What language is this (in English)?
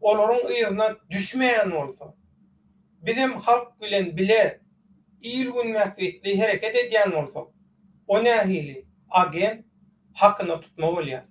Turkmen